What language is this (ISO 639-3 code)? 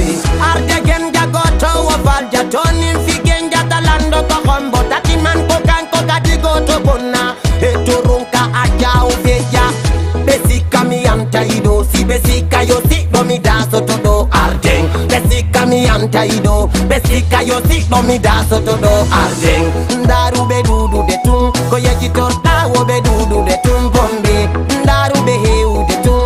ful